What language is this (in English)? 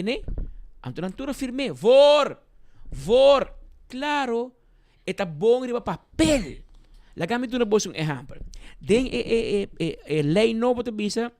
Papiamento